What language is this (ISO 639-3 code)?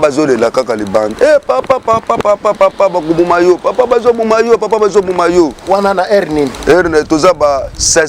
lin